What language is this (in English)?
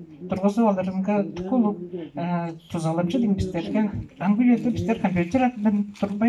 Tuvinian